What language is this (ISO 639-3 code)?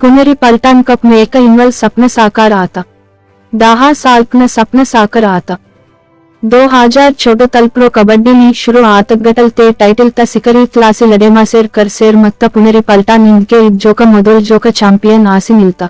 gon